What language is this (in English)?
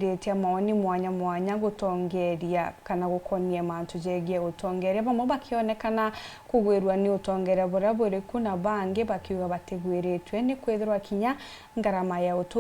Meru